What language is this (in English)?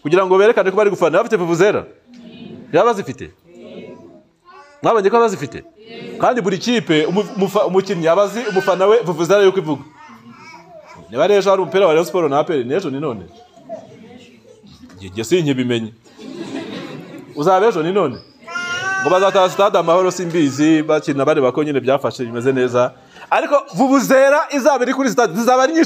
Kinyarwanda